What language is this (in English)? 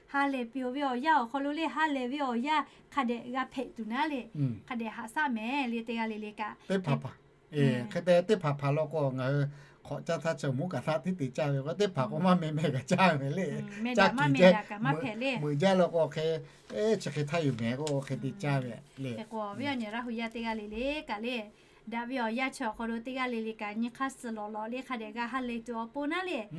Lahu